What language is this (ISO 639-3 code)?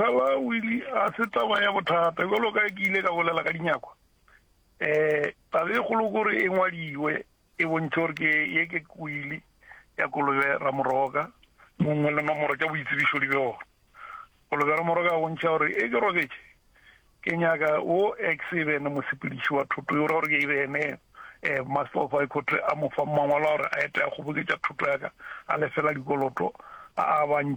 nso